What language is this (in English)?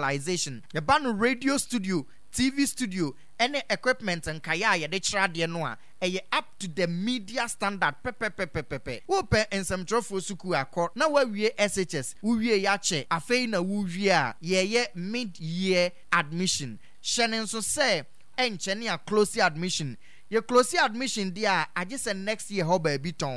Akan